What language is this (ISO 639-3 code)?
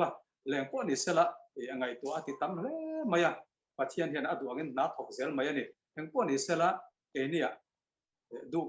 lus